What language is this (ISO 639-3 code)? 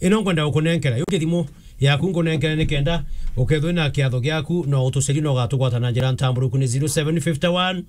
mer